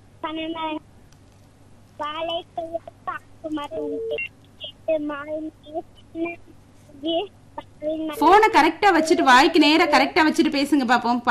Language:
Tamil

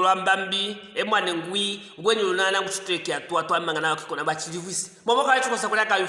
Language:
Luvale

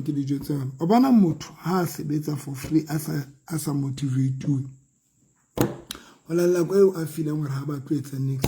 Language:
Southern Sotho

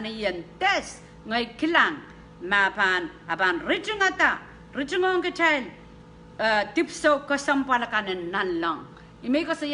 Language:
Pohnpeian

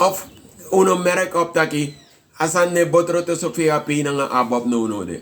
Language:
Sranan Tongo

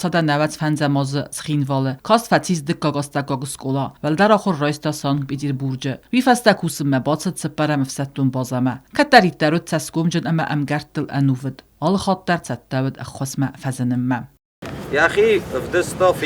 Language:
Ossetic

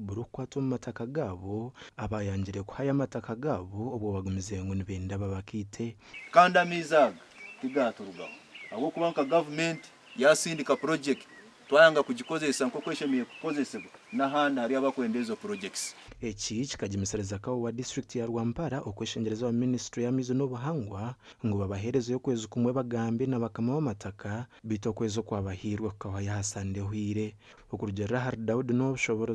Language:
Nyankole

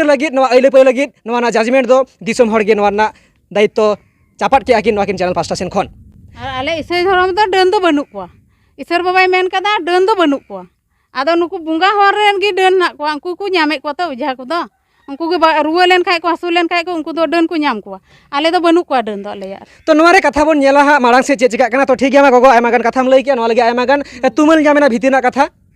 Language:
Santali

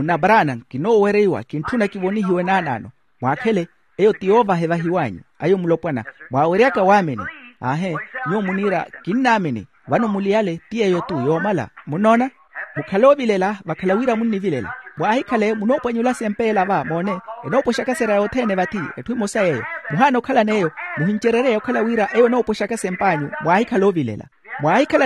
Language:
Makhuwa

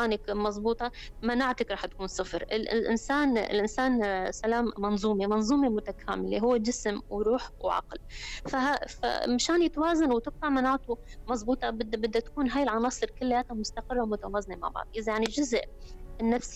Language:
North Levantine Arabic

